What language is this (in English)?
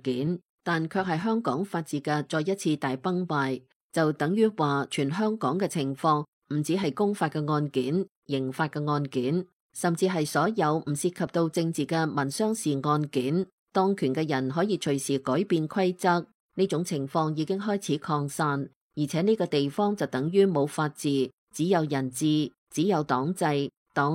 Cantonese